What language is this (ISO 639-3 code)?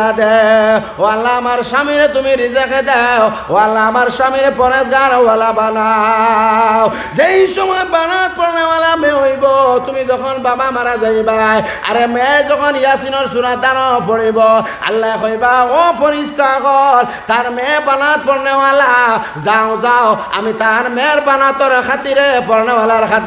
syl